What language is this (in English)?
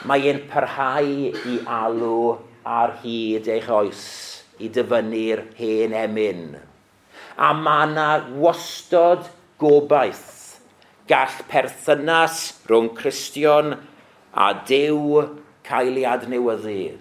Welsh